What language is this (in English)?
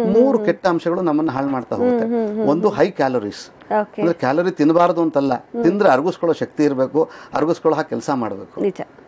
Kannada